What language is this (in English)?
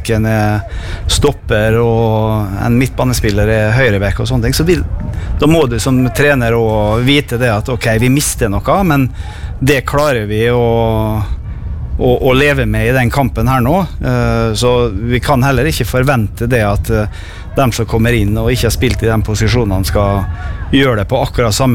Norwegian